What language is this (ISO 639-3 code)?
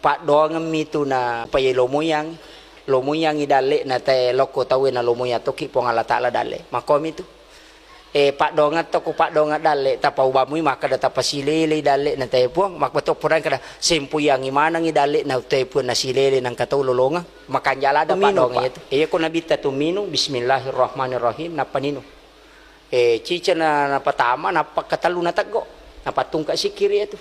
bug